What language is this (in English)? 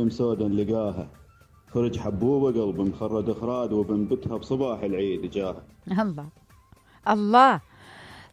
Mesopotamian Arabic